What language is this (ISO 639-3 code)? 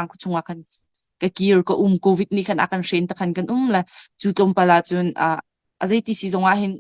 cnh